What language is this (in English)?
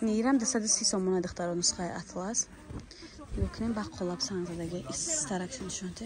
Tajik